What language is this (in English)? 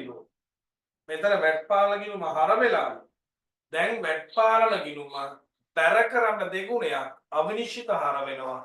Sinhala